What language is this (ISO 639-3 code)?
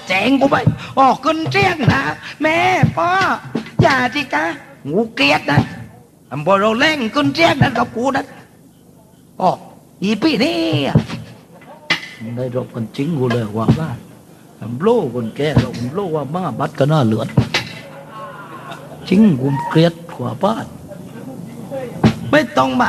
tha